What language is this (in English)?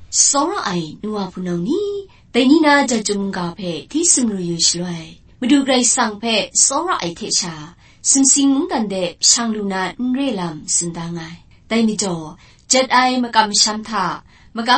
Kachin